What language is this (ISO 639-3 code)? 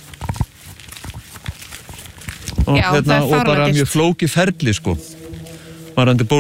isl